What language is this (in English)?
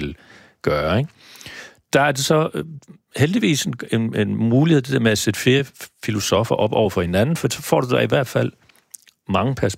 Danish